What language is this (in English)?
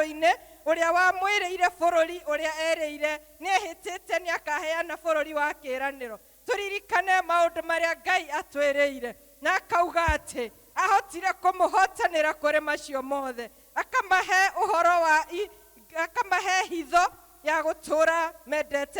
Kikuyu